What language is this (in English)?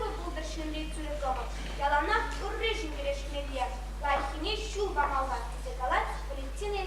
Chuvash